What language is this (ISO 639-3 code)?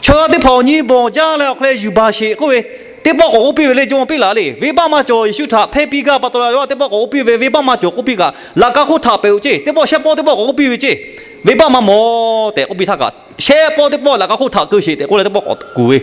lhu